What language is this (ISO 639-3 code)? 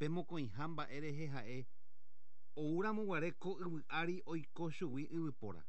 grn